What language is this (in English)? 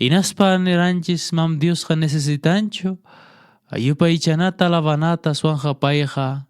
Quechua